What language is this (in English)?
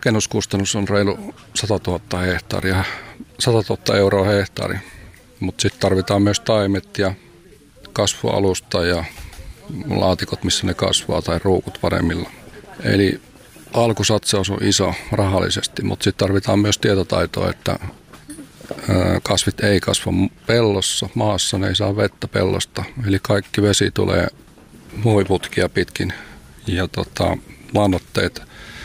Finnish